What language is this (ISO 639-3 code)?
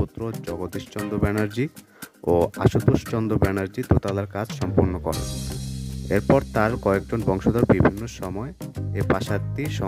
ben